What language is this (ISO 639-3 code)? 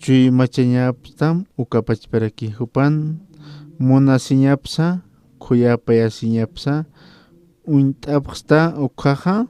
aym